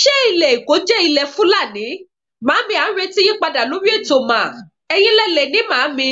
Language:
Yoruba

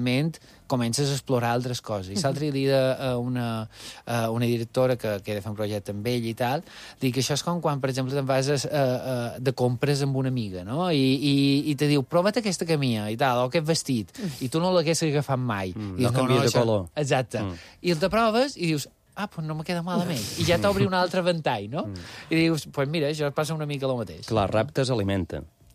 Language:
Catalan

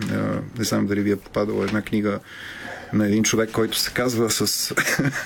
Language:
Bulgarian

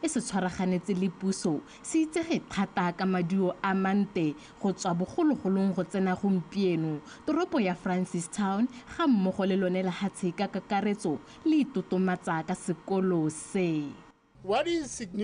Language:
Tswana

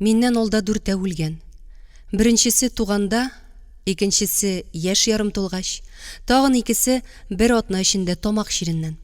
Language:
Tatar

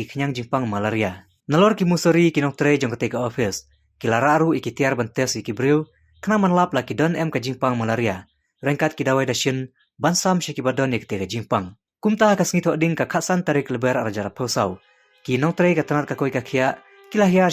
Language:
Khasi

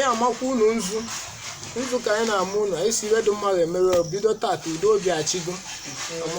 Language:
Igbo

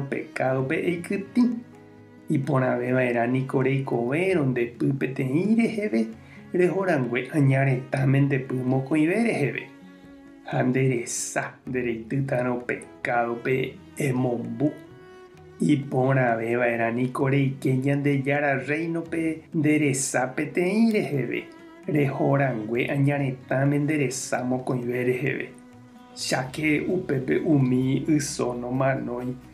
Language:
Guarani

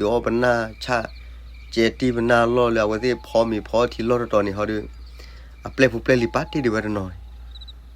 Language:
S'gaw Karen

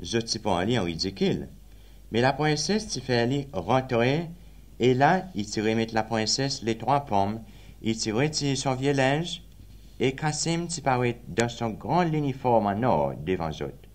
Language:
Seselwa Creole French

